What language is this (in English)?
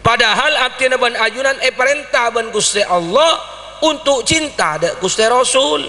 Madurese